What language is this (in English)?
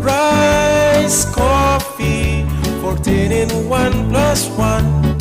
Bikol